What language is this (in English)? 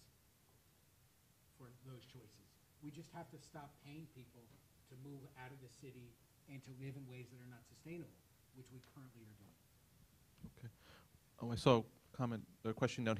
English